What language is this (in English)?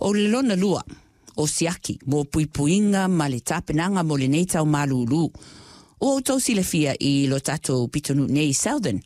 Samoan